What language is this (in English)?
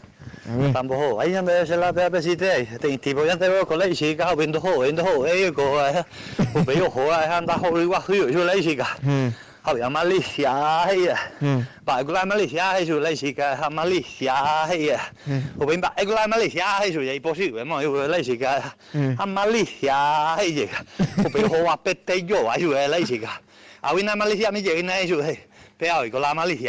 Guarani